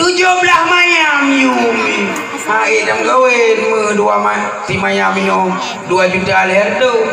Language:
Achinese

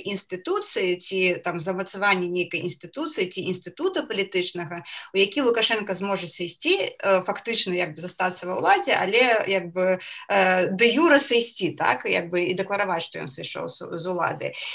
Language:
Belarusian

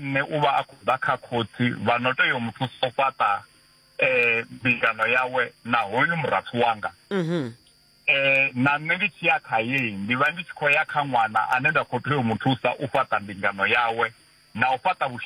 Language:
Venda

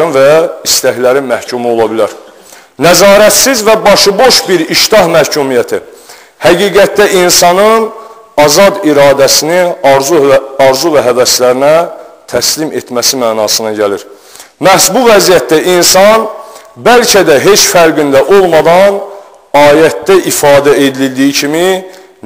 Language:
Azerbaijani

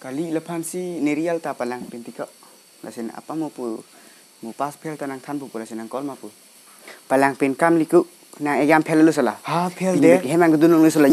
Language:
Karbi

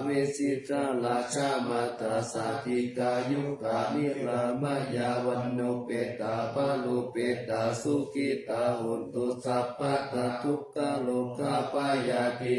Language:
Pali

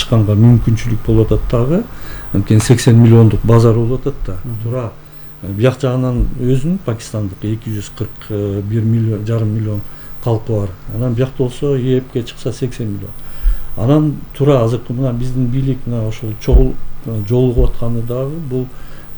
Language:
Kyrgyz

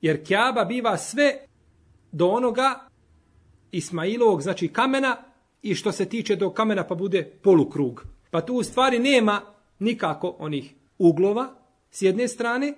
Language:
Bosnian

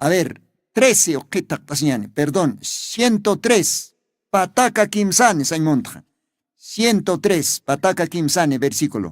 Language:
Aymara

